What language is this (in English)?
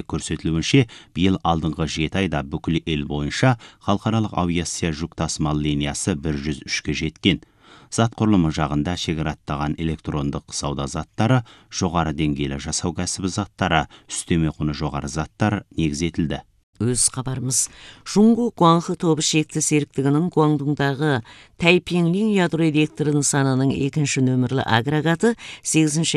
Kazakh